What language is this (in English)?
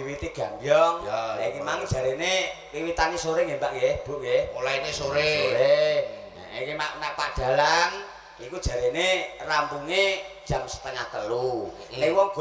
Javanese